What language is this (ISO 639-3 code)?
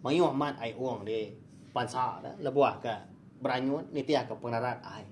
iba